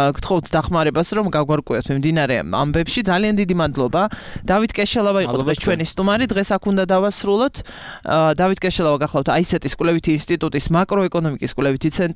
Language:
Georgian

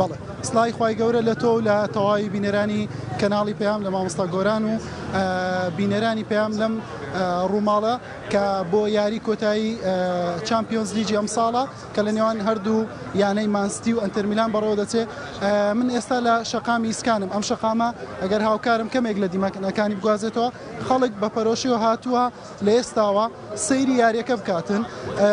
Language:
Central Kurdish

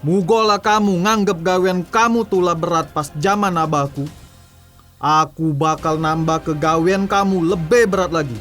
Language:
Musi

